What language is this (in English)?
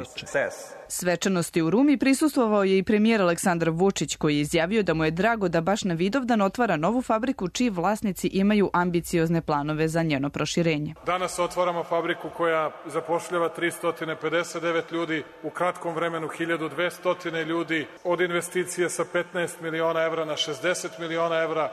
Serbian